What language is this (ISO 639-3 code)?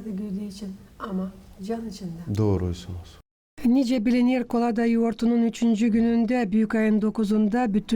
gag